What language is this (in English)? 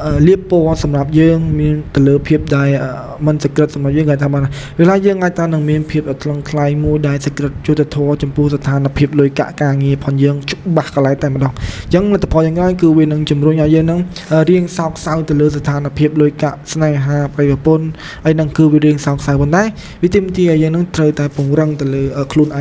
Khmer